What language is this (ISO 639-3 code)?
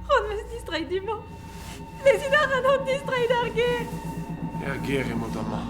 bre